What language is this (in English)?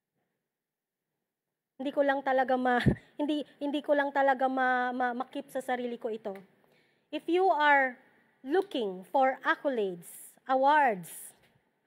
Filipino